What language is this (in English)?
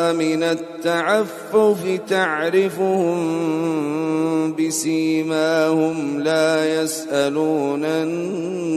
Arabic